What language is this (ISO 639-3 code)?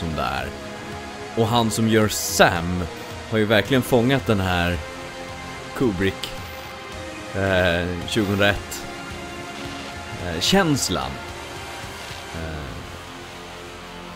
swe